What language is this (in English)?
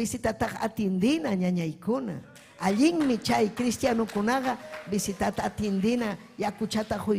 Ayacucho Quechua